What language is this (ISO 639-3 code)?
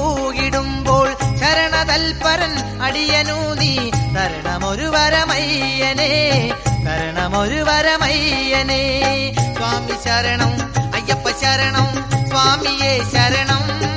mal